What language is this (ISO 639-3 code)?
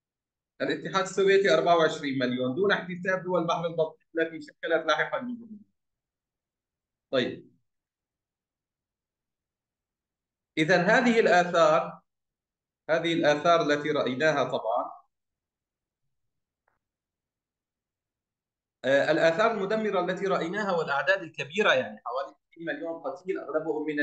ara